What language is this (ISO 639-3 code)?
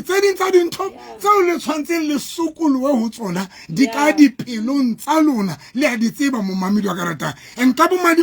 sot